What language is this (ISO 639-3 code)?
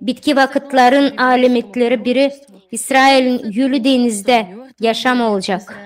gag